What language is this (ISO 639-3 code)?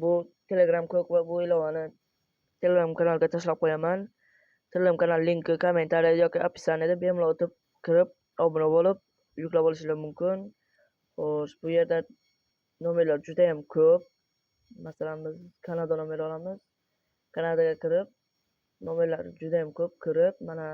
uzb